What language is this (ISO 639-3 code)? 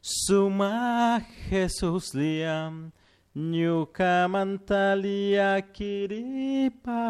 qug